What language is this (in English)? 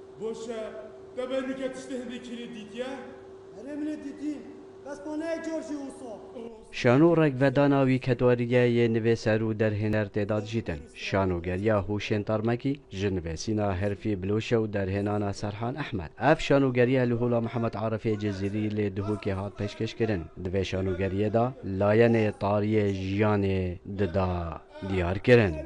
Kurdish